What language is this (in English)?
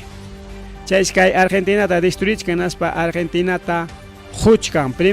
Ayacucho Quechua